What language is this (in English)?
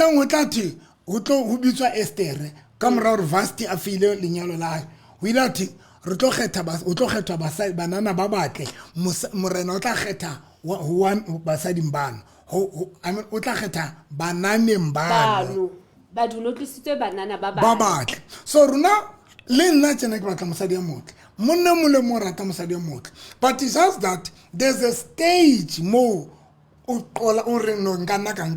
Southern Sotho